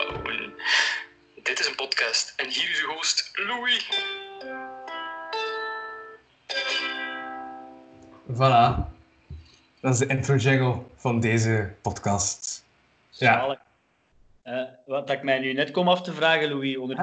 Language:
Dutch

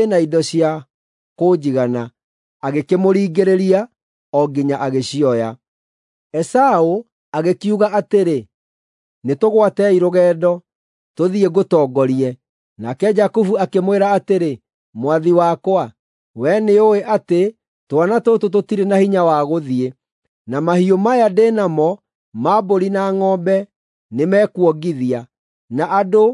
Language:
Kikuyu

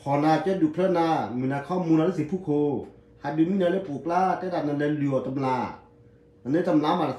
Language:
S'gaw Karen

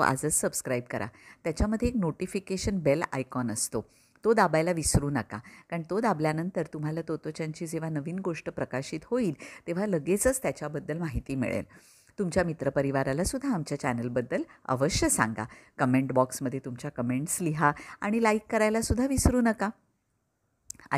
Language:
Marathi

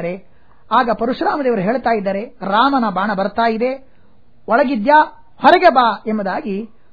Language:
Kannada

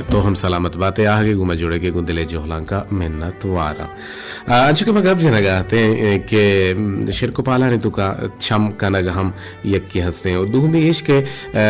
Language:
Eastern Balochi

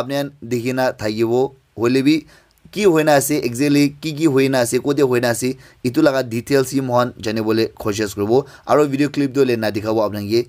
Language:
Naga Pidgin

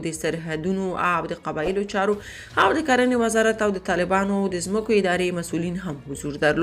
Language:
Pashto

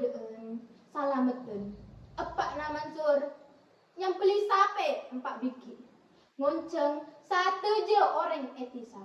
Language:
Madurese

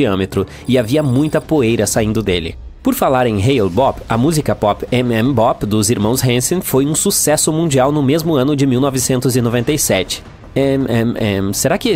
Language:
Portuguese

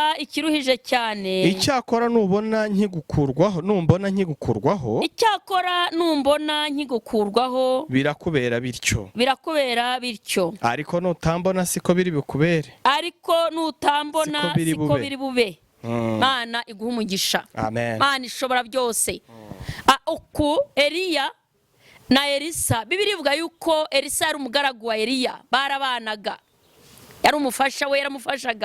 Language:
Kinyarwanda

